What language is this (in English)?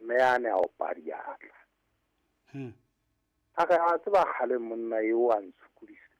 Southern Sotho